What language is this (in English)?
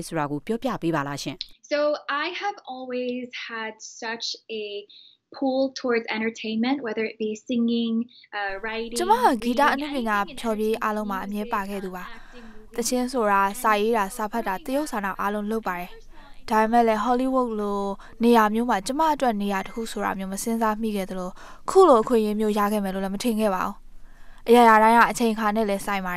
Burmese